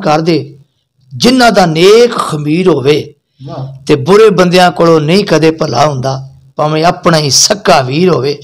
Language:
Saraiki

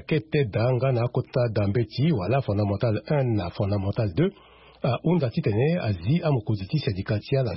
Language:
Sango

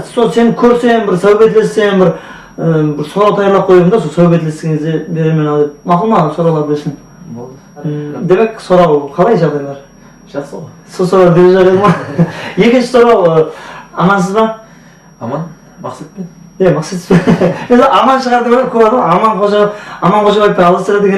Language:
Kara-Kalpak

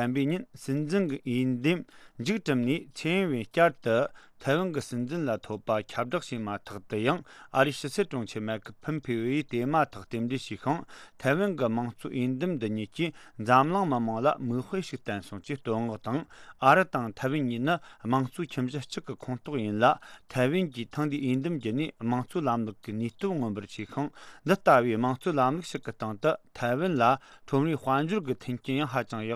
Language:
Tibetan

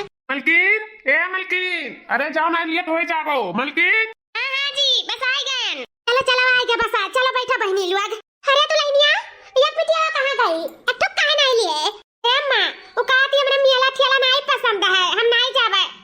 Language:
Awadhi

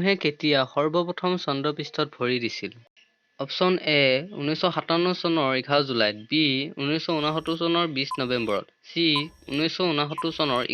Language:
Assamese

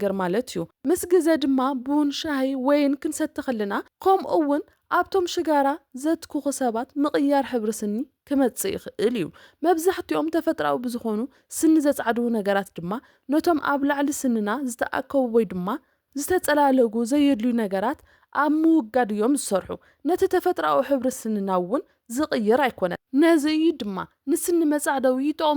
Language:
Tigrinya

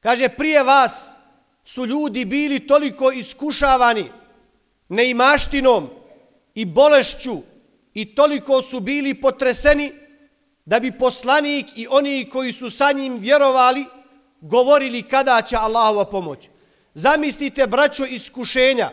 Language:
Bosnian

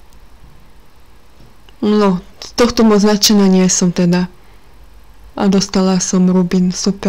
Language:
Slovak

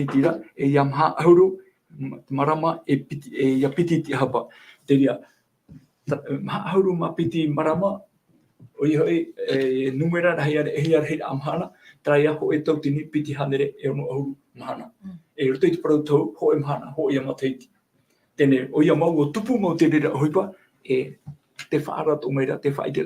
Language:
Tahitian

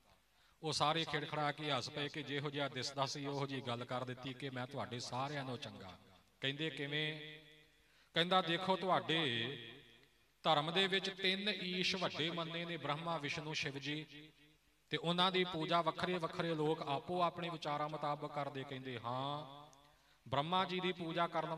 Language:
Punjabi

